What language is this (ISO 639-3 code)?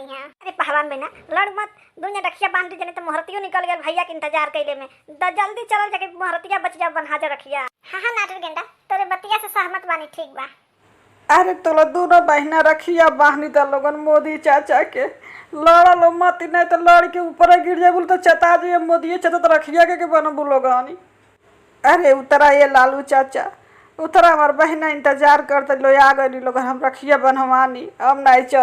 bho